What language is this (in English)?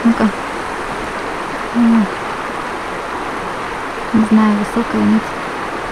Russian